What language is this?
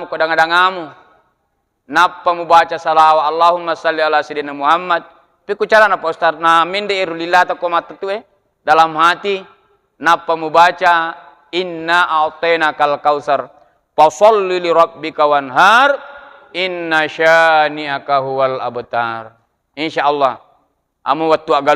Buginese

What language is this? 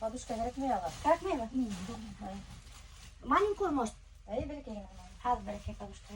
Bashkir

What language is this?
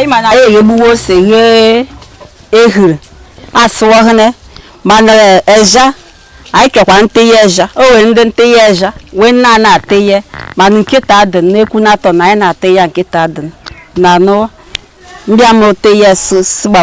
Igbo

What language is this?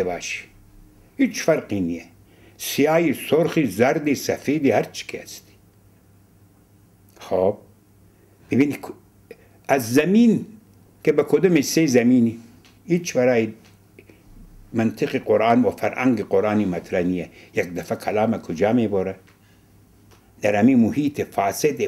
Persian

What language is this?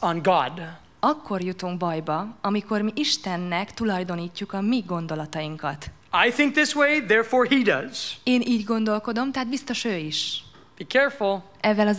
Hungarian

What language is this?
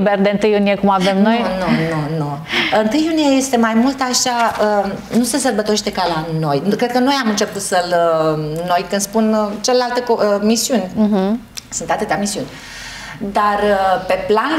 Romanian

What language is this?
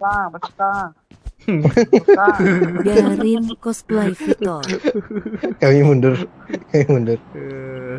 Minangkabau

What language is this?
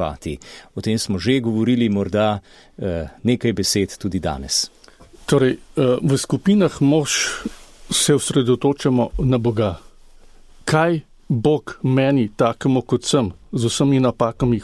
Slovenian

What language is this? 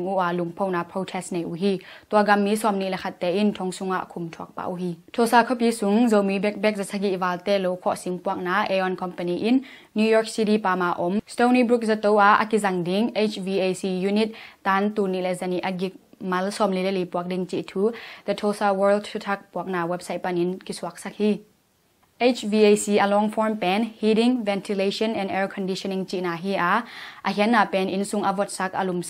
Tedim Chin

